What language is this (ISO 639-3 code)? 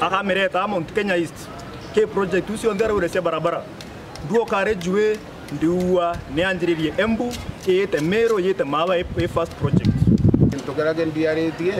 mer